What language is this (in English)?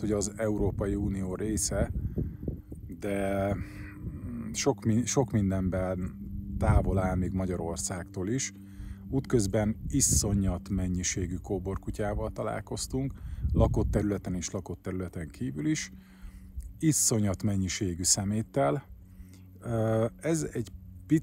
Hungarian